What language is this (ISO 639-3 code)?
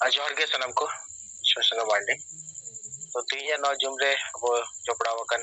sat